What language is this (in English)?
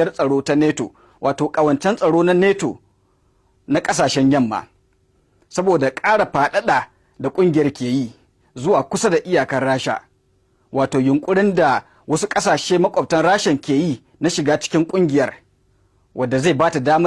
Hausa